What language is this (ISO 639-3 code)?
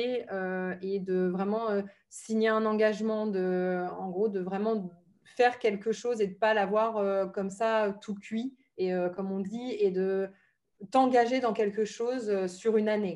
fra